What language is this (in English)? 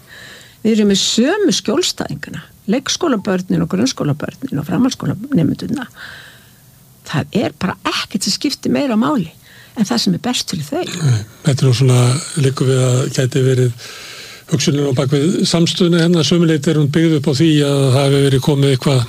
Icelandic